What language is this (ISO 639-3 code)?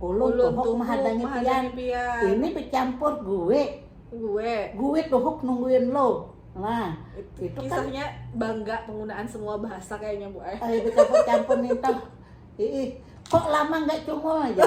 bjn